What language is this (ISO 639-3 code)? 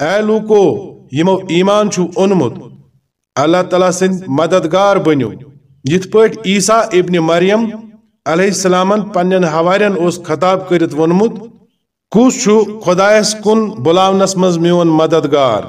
kas